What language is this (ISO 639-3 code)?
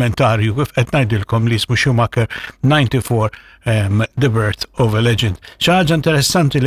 mlt